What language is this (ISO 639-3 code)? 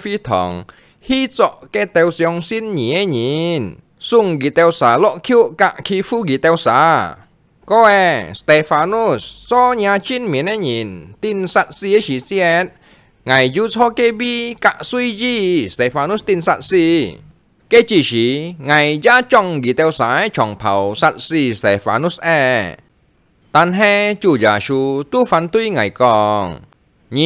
hak